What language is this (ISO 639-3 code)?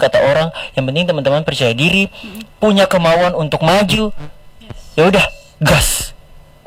ind